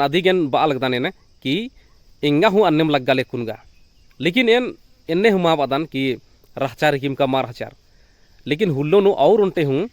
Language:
Kurukh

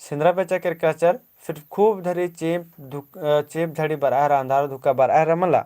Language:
Kurukh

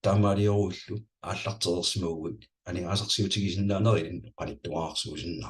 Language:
Kalaallisut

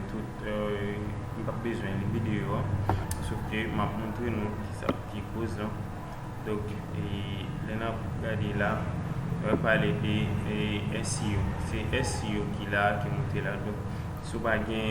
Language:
Haitian Creole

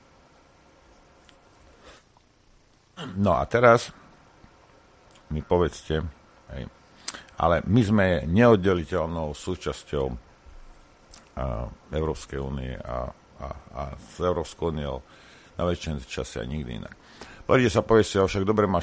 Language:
Slovak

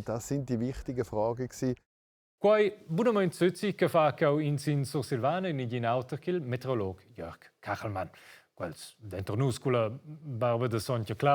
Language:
Romansh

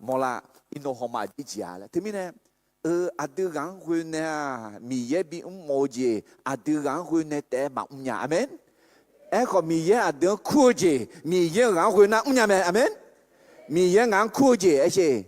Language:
Akha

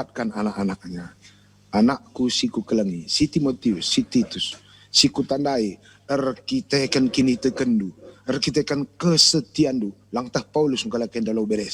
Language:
Batak Karo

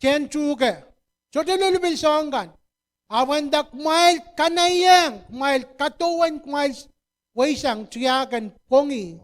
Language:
Pohnpeian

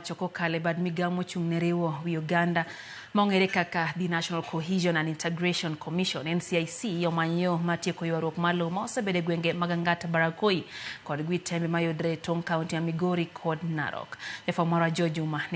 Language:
Luo (Kenya and Tanzania)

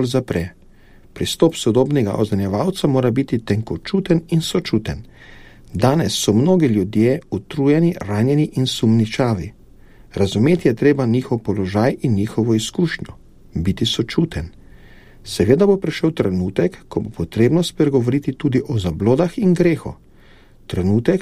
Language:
Slovenian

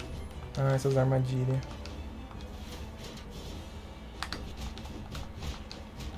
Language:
Portuguese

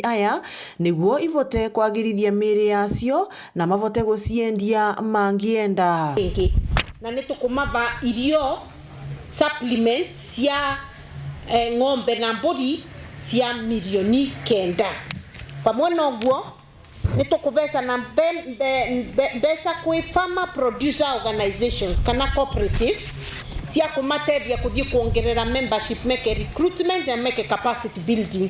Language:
Meru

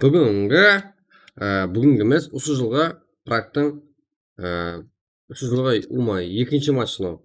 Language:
Kara-Kalpak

